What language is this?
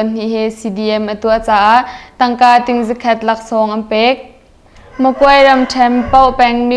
Hakha Chin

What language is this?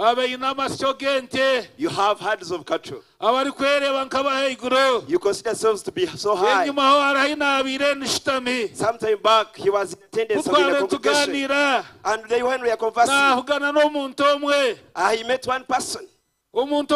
Nyankole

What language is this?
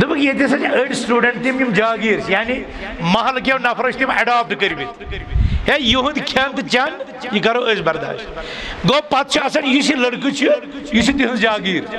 Kashmiri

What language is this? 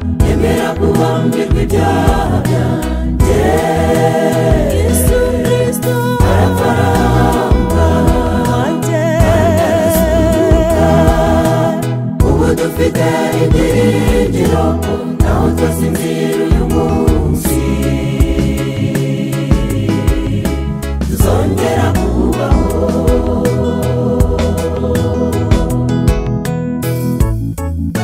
Kinyarwanda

